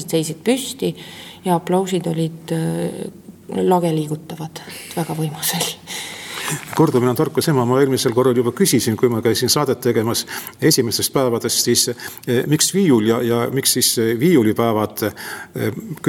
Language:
Estonian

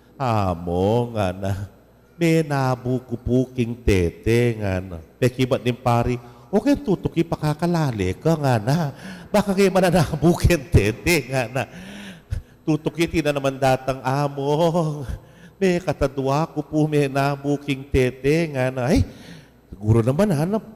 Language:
Pampanga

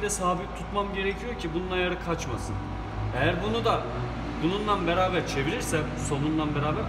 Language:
Turkish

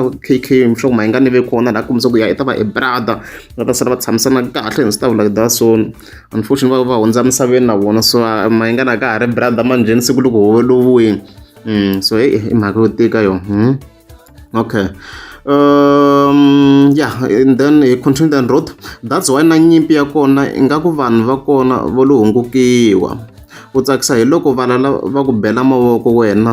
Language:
Tsonga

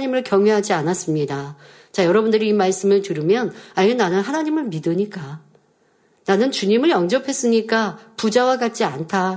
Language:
Korean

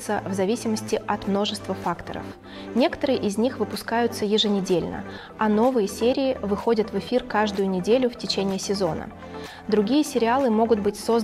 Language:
Russian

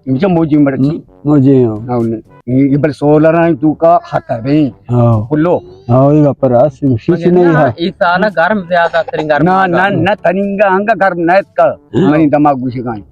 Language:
Baluchi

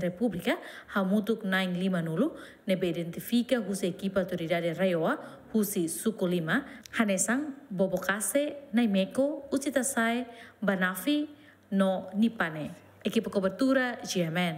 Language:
Tetum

